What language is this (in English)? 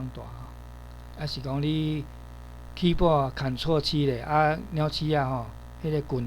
Min Nan Chinese